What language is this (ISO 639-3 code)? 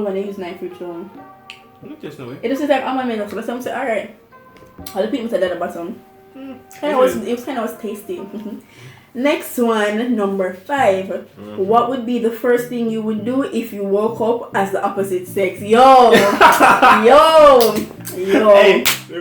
jam